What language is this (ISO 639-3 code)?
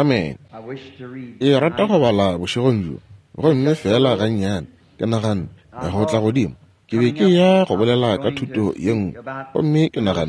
nso